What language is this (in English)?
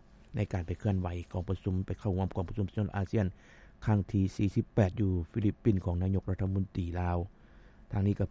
Lao